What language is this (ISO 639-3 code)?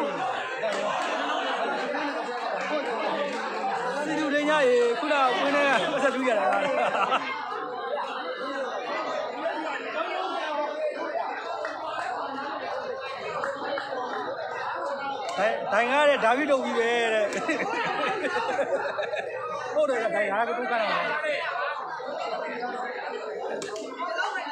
mya